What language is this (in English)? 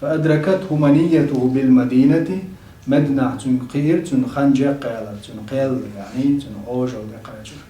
Chechen